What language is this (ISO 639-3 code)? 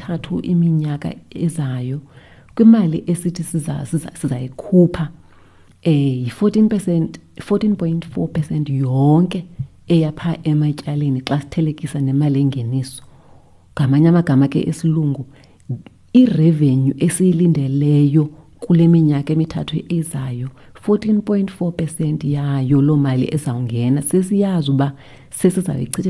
xho